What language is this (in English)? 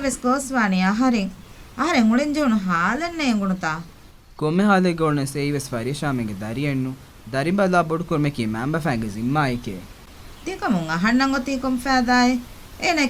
Divehi